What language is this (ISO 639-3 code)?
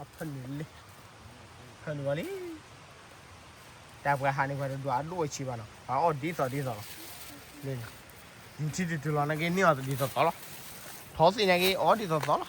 ksw